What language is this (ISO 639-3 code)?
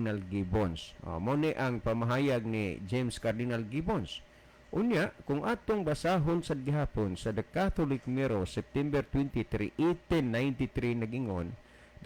ceb